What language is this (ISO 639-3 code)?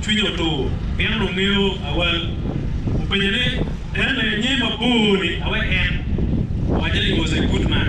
ach